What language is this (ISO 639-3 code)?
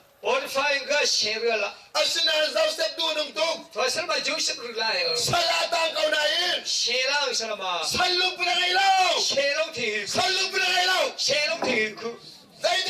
cnh